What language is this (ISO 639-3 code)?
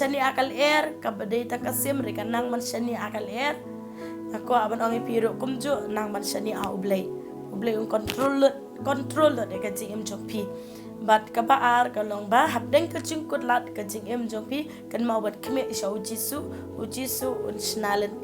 kha